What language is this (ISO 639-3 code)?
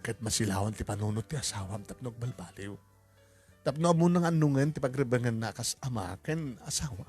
ilo